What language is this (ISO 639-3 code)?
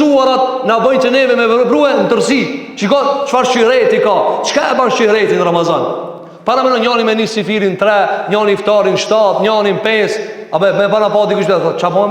sqi